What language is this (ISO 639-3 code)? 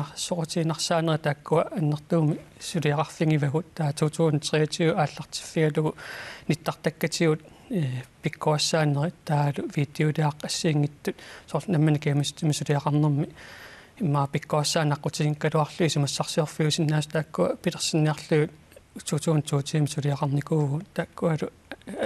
kal